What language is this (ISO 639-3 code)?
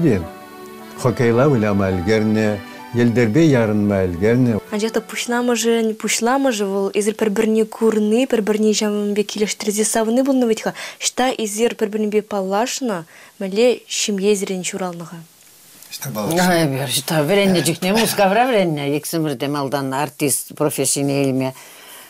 chv